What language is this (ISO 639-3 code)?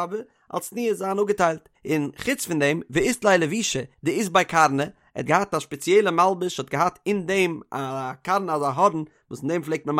yid